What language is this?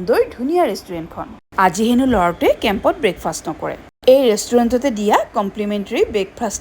Assamese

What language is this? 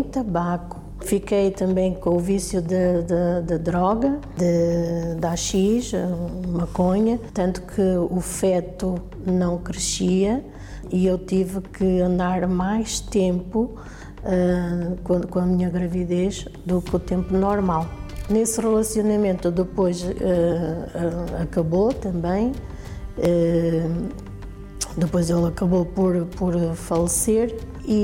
Portuguese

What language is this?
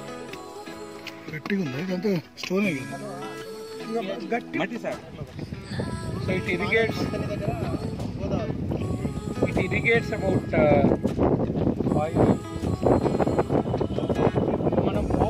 Telugu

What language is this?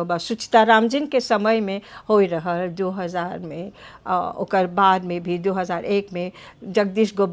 Bhojpuri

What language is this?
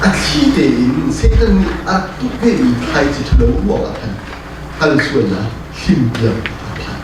Hakha Chin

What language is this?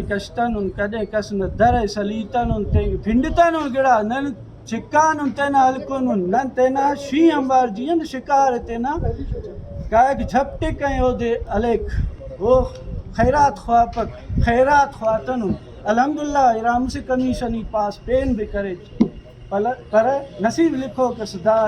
Brahui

